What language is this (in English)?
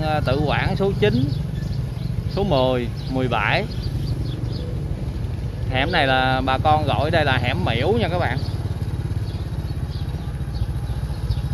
Vietnamese